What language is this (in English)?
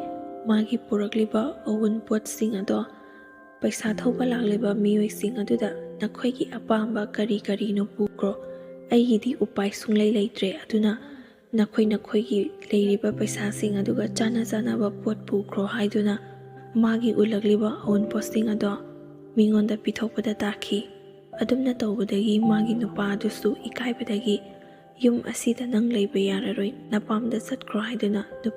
Manipuri